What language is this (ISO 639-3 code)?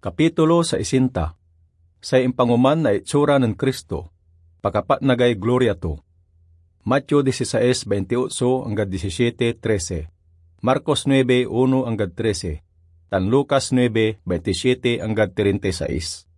pag